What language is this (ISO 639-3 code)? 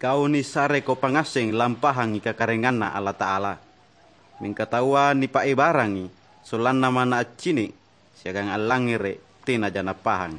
mak